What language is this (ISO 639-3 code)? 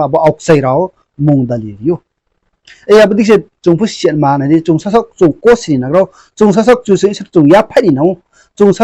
ria